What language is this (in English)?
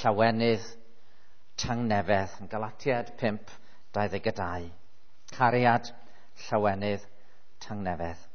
Welsh